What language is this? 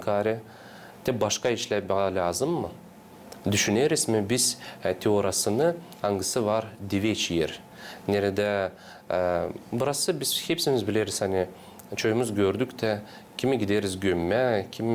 Gagauz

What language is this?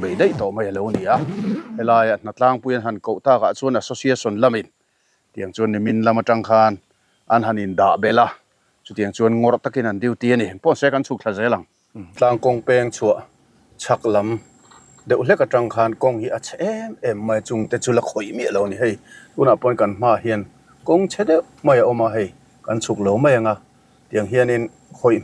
Mizo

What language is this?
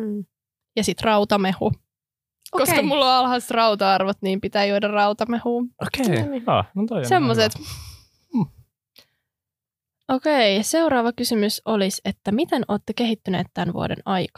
Finnish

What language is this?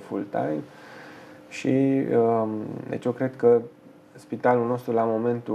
Romanian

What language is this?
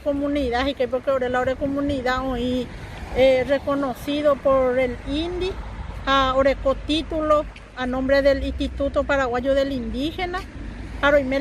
Guarani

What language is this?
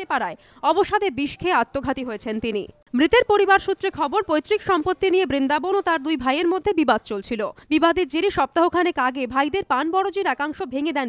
Bangla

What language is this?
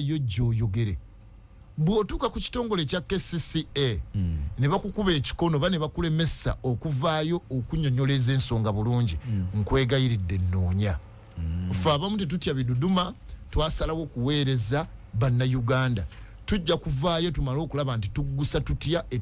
Ganda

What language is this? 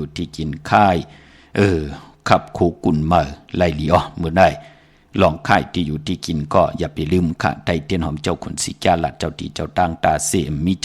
Shan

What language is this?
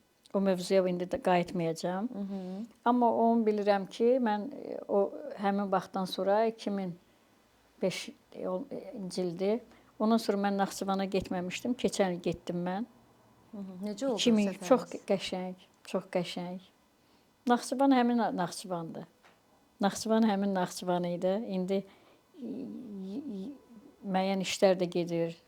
Azerbaijani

